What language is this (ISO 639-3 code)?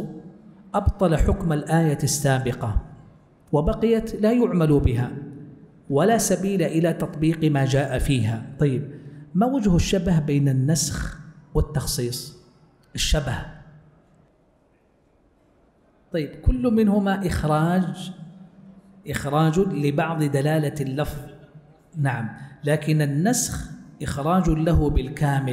ara